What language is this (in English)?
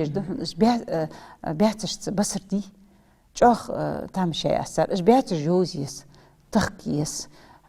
Ingush